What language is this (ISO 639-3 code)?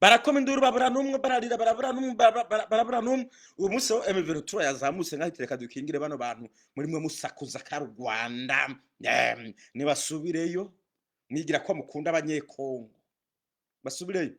run